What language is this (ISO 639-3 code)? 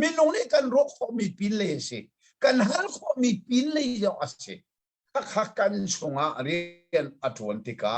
cnh